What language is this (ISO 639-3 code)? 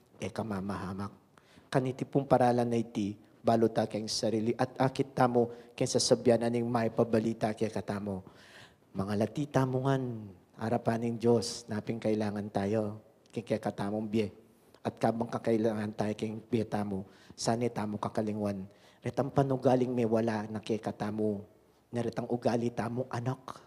pam